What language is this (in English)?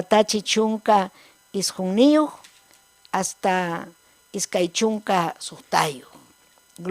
Ayacucho Quechua